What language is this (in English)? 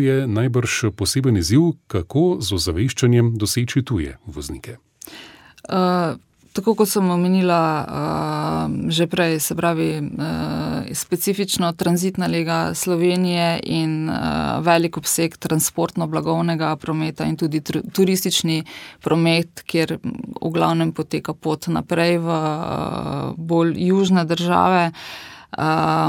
Slovenian